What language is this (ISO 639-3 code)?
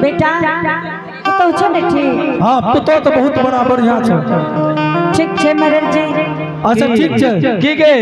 anp